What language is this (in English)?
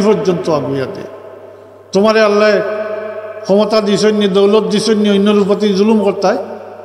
Sylheti